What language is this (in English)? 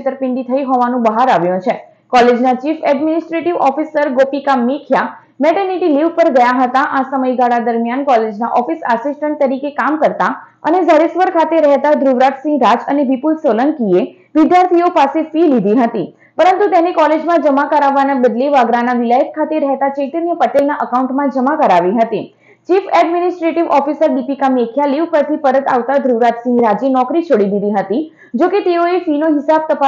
Gujarati